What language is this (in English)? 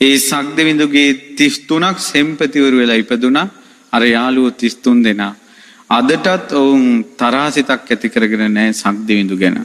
Sinhala